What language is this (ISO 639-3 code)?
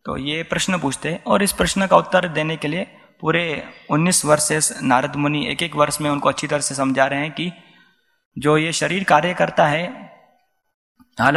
hin